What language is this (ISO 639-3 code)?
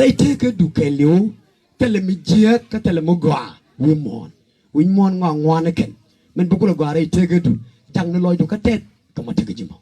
nus